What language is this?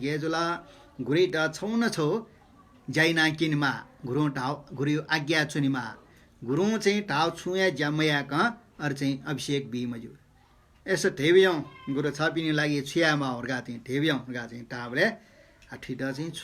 Newari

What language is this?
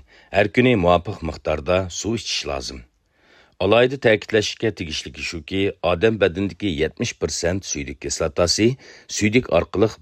Uyghur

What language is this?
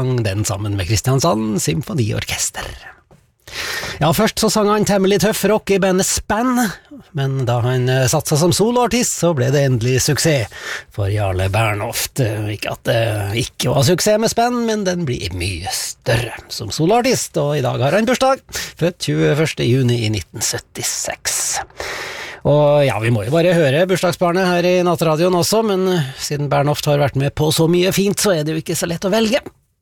Norwegian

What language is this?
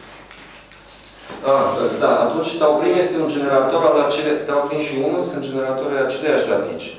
Romanian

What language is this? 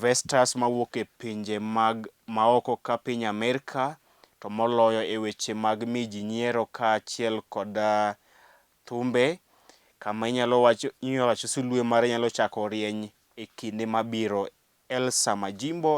Luo (Kenya and Tanzania)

